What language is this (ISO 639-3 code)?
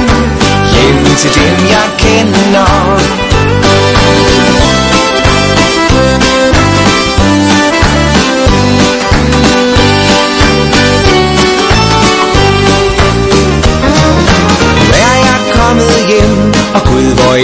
dan